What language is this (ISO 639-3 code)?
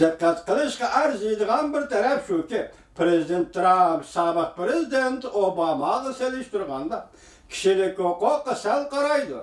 uig